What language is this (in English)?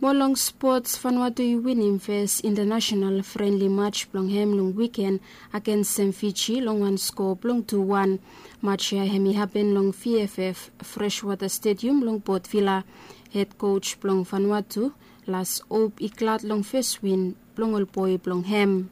Bislama